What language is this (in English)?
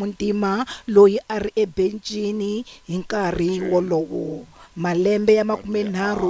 Tsonga